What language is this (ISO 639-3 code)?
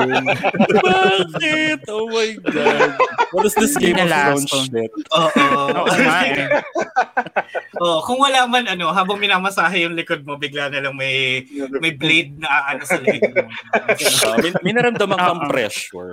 fil